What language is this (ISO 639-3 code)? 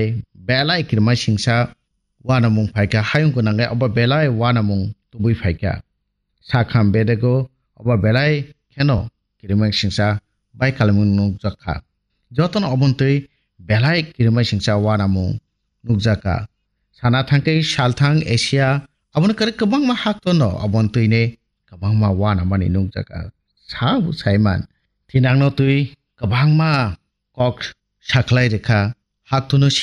trp